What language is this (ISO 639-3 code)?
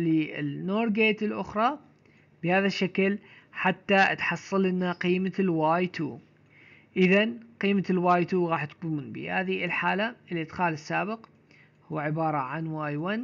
ara